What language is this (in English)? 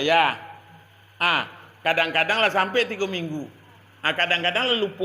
Minangkabau